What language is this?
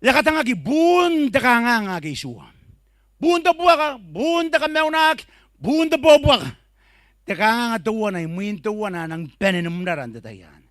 Gilbertese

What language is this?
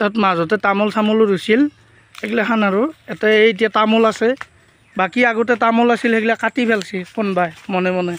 Assamese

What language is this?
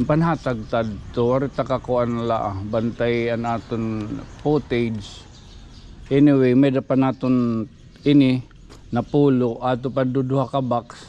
Waray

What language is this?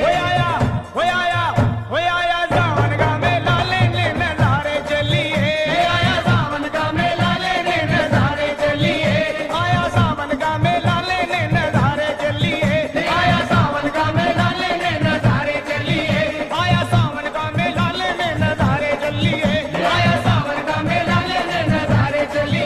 Hindi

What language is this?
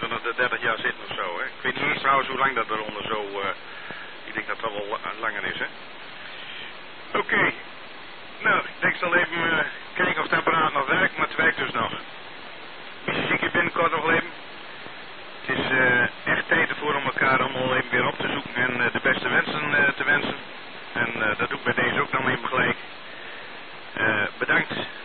Dutch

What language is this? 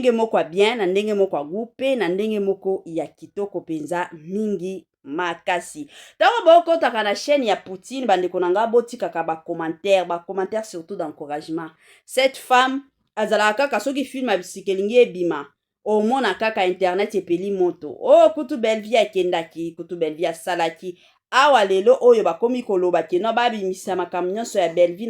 Lingala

